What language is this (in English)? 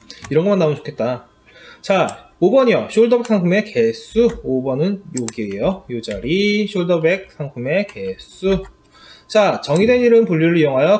Korean